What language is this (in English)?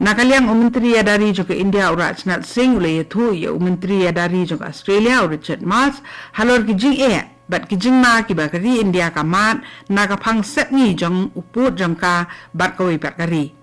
Khasi